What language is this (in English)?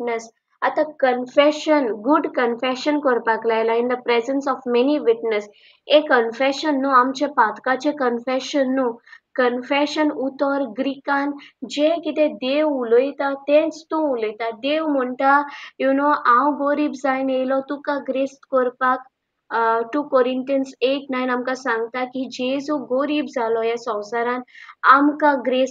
Konkani